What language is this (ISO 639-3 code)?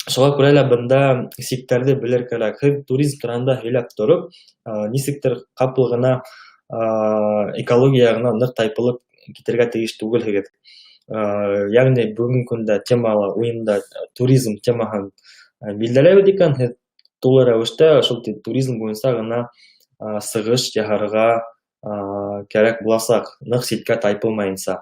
bak